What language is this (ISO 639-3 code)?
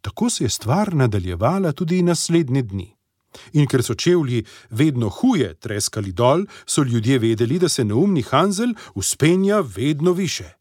slv